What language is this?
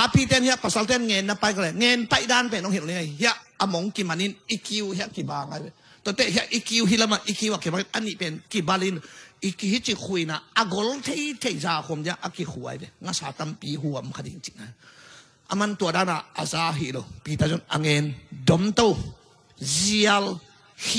Tedim Chin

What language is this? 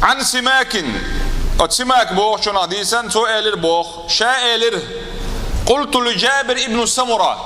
Chechen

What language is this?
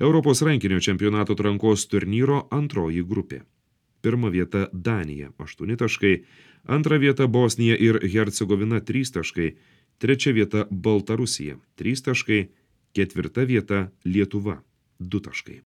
Lithuanian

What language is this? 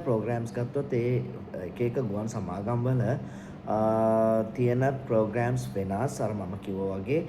Sinhala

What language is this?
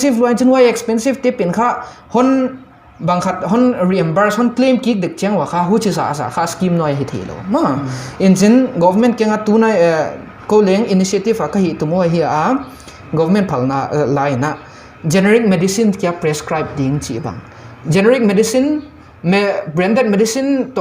Paite Chin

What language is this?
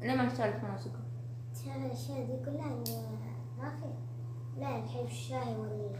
Hijazi Arabic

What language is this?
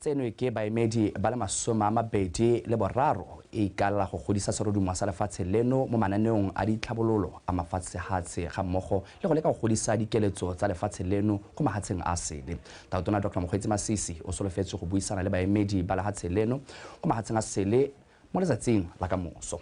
Tswana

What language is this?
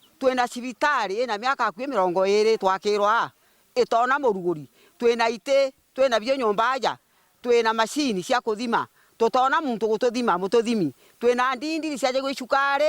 Meru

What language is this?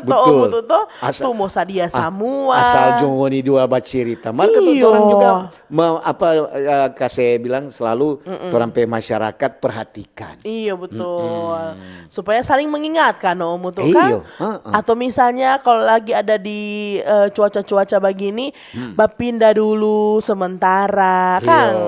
Manado Malay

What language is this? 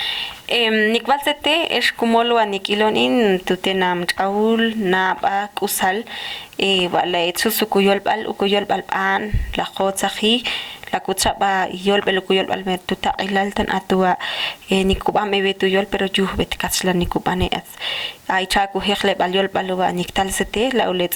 Ixil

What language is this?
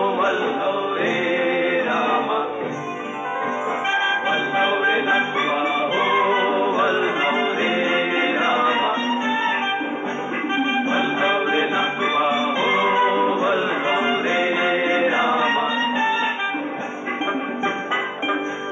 Marathi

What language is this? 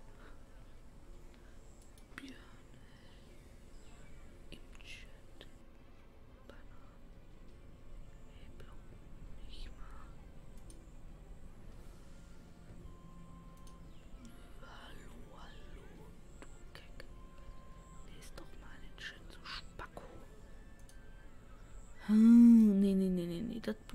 German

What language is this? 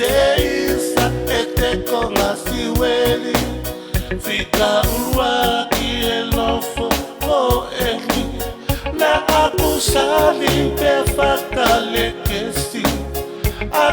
Tongan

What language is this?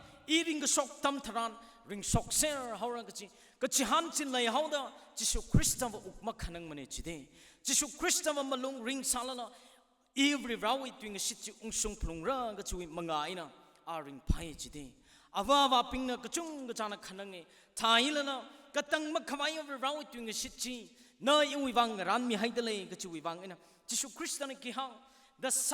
Tangkhul Naga (India)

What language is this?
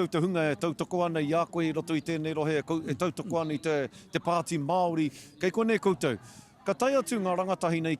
Māori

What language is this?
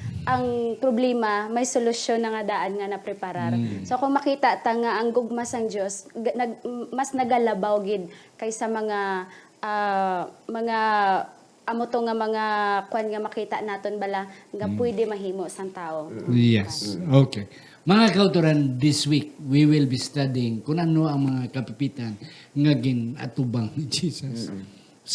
Hiligaynon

